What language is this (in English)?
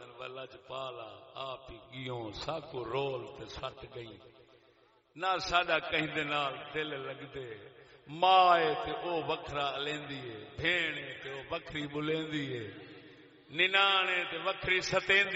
Saraiki